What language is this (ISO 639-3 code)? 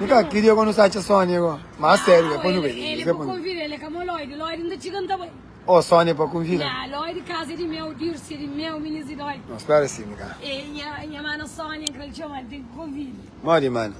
kea